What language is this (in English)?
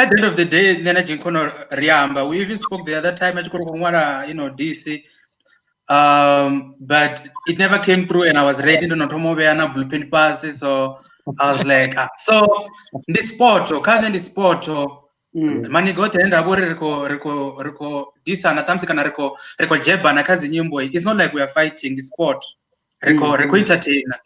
Venda